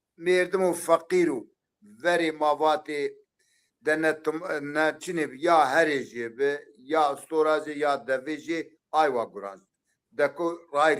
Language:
Zaza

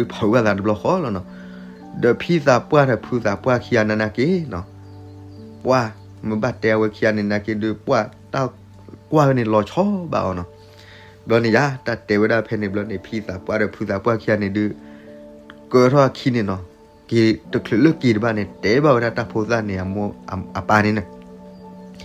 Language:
S'gaw Karen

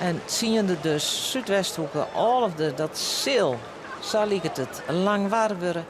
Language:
Western Frisian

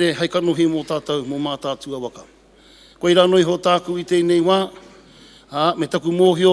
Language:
Māori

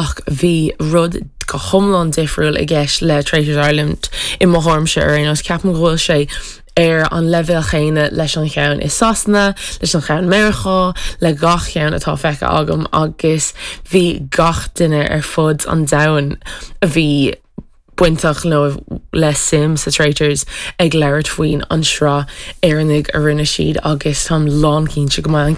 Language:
Irish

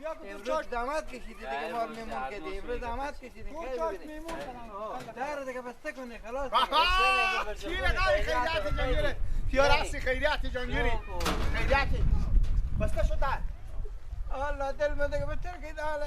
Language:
Persian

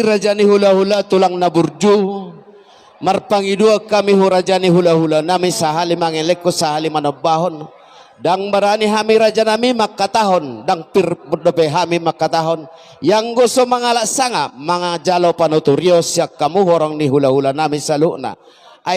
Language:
Batak Toba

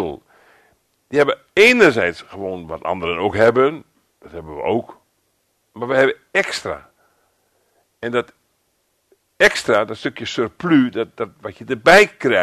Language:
Dutch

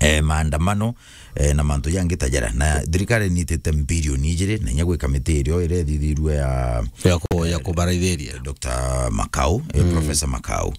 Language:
Meru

